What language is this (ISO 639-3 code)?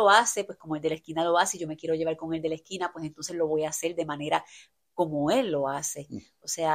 spa